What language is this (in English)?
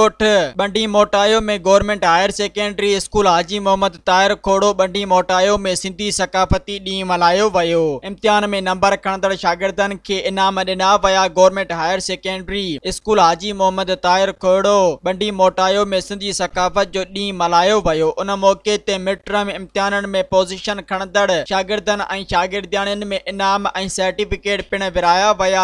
Sindhi